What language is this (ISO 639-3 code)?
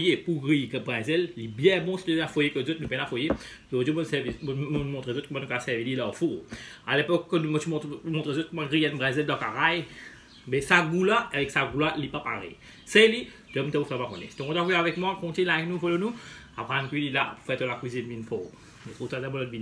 mfe